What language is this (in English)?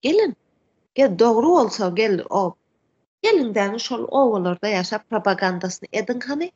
Turkmen